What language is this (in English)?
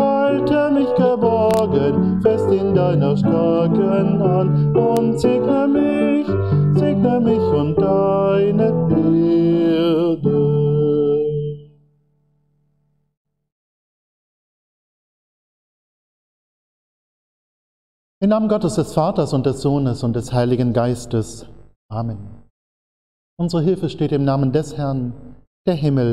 German